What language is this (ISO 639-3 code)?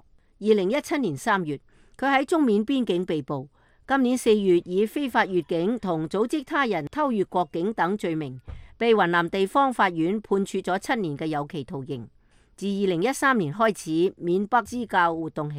yue